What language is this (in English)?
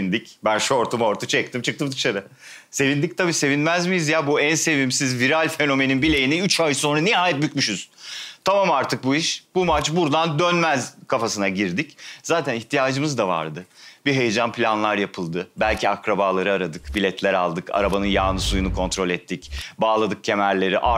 Turkish